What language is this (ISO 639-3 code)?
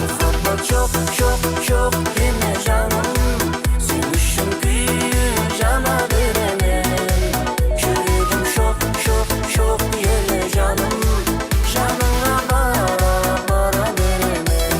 kaa